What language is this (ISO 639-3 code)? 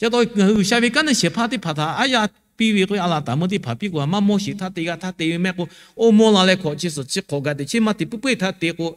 lhu